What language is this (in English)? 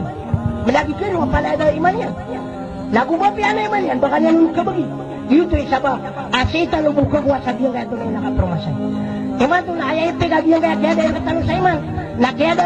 Maranao